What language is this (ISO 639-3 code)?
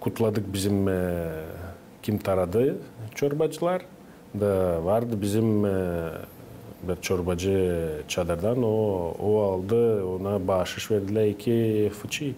gag